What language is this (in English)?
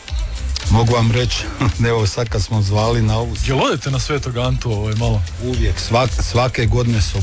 Croatian